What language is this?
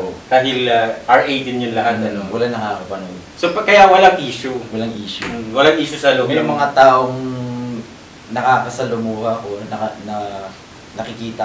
Filipino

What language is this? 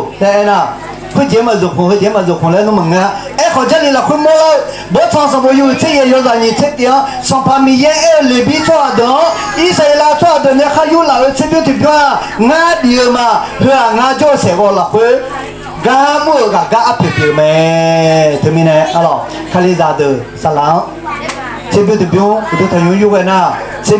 Akha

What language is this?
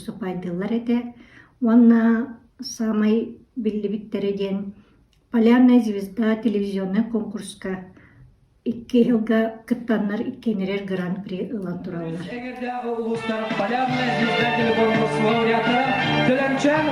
Yakut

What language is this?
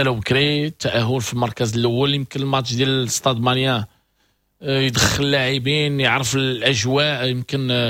Moroccan Arabic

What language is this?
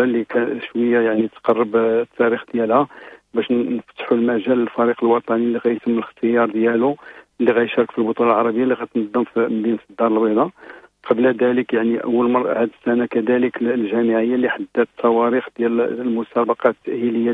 Moroccan Arabic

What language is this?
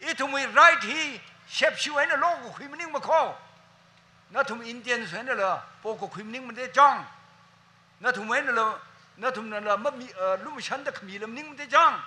Tangkhul Naga (India)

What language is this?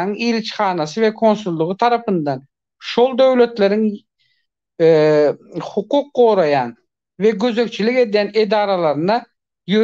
Turkmen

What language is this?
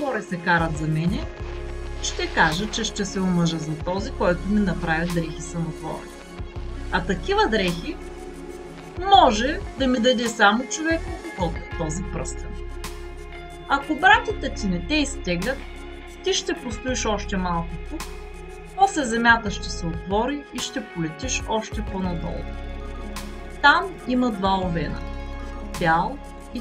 Bulgarian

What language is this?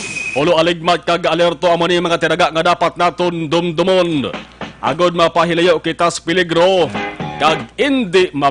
Hiligaynon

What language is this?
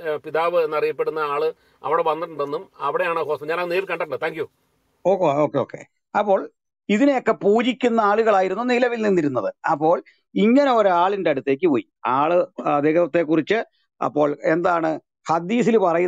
Malayalam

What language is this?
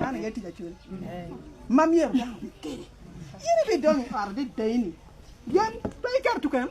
Acoli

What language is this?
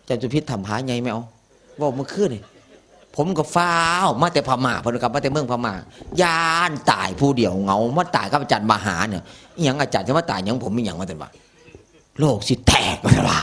Northeastern Thai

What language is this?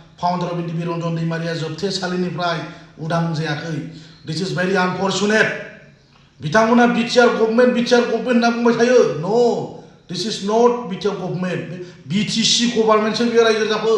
Bodo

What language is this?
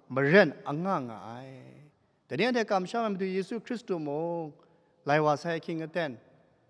Kachin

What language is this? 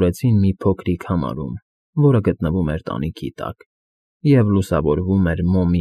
Armenian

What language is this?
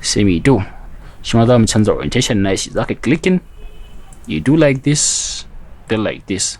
Hausa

